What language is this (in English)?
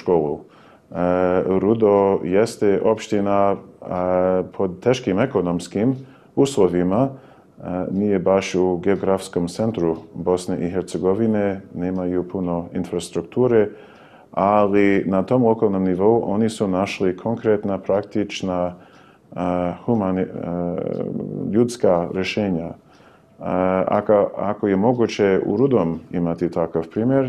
Bosnian